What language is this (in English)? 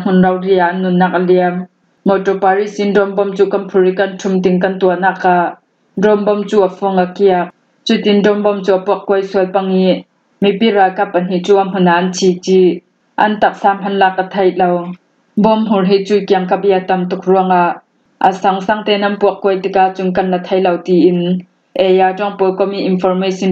Hakha Chin